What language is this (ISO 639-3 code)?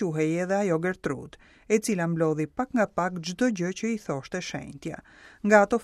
sqi